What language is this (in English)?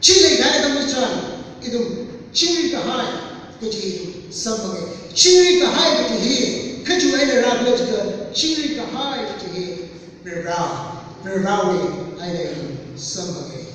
Tangkhul Naga (India)